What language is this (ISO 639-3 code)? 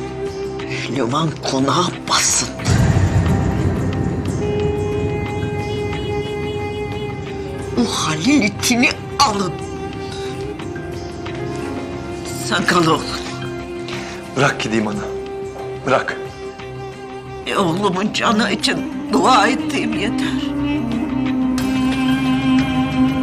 tur